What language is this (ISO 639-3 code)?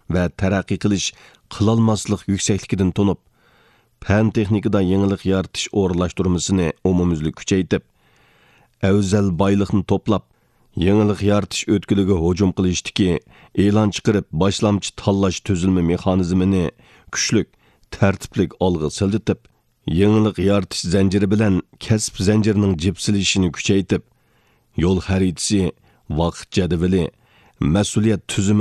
uig